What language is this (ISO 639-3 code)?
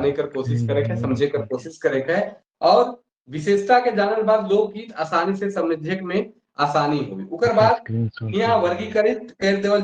sck